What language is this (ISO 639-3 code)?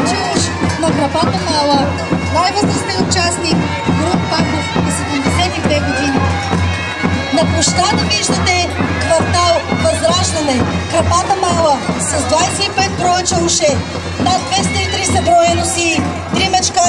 bul